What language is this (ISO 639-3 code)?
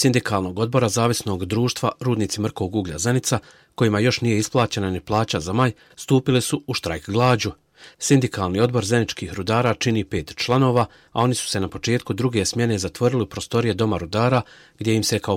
bos